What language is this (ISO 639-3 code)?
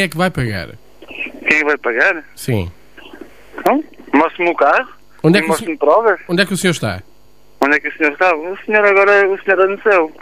por